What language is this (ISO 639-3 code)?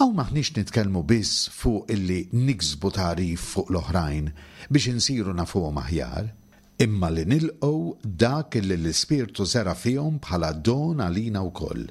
mlt